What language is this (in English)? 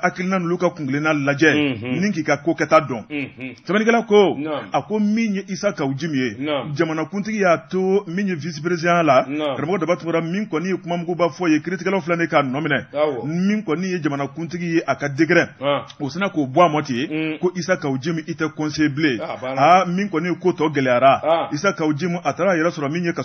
Bambara